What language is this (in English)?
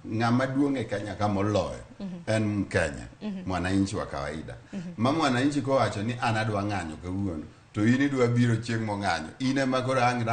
Luo (Kenya and Tanzania)